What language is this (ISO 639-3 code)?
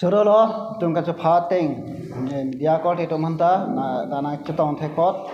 mjw